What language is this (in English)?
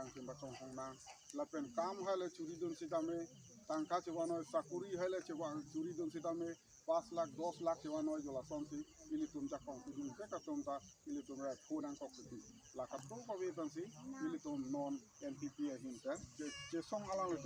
Karbi